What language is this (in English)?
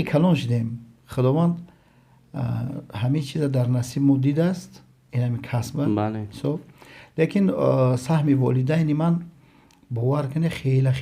Tajik